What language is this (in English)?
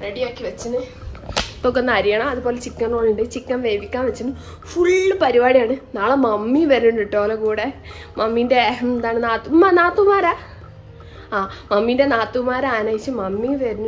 Malayalam